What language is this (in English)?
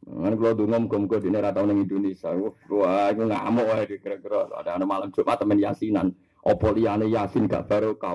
Javanese